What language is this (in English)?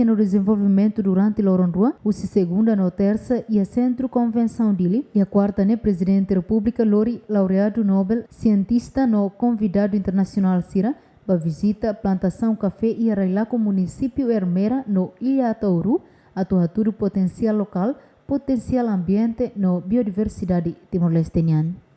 Tetum